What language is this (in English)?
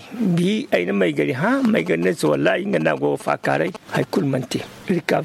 Zarma